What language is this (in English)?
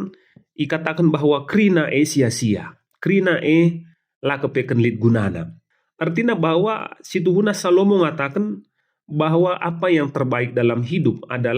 Batak Karo